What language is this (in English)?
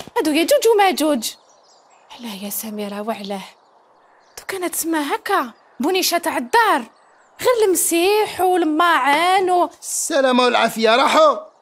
Algerian Arabic